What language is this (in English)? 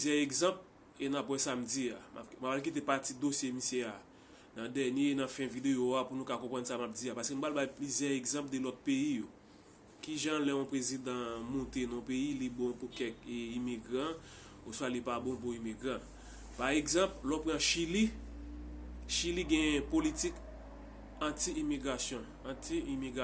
Haitian Creole